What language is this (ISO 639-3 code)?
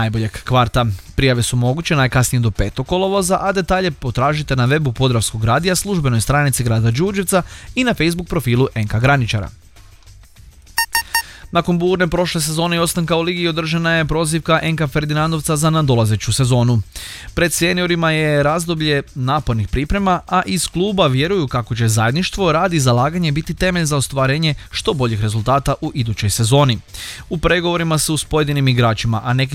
hrv